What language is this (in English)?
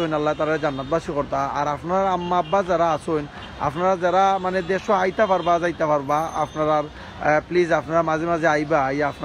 Sylheti